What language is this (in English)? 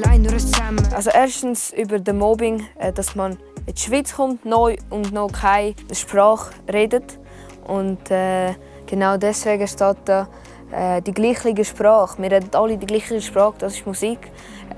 Swiss German